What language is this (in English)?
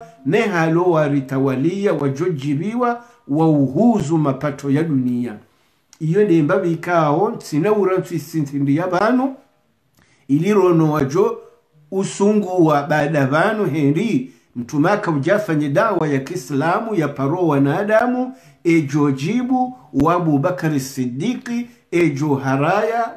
Swahili